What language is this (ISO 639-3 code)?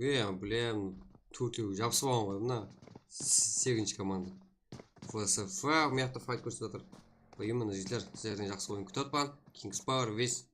kaa